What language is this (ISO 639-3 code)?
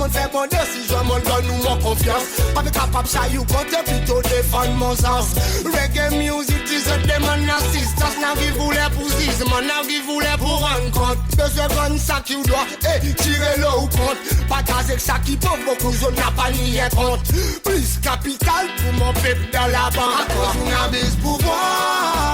crs